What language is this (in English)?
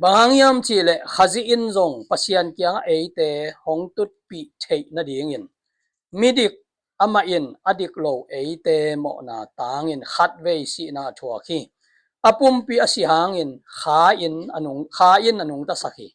Tedim Chin